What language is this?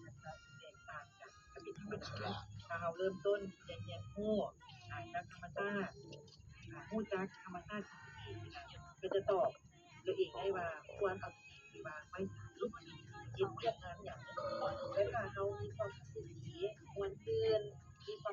Lao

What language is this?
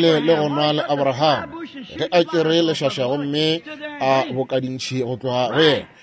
Northern Sotho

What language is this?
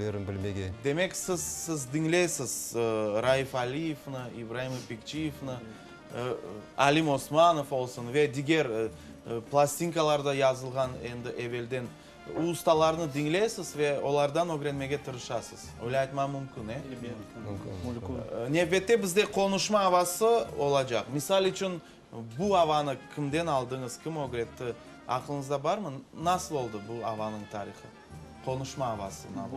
Crimean Tatar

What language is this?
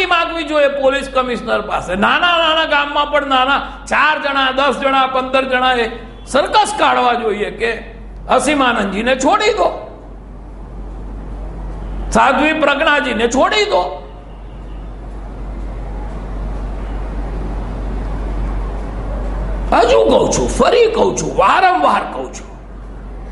Gujarati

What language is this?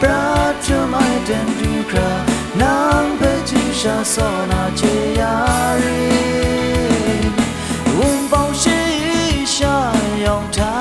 Kachin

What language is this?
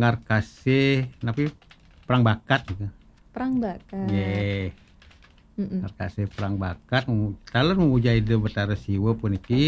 Balinese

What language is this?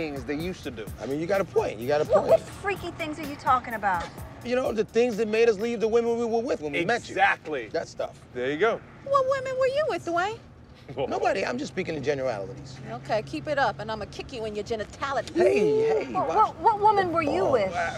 English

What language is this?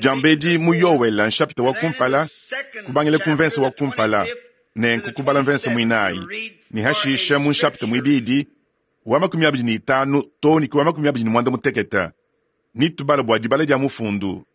Luba-Lulua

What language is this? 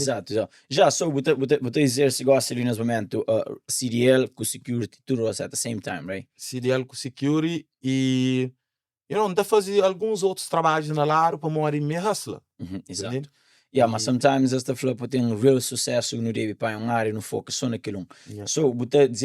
Kabuverdianu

